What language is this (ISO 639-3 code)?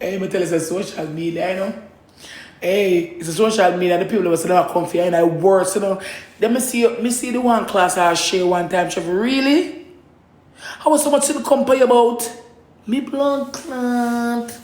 jam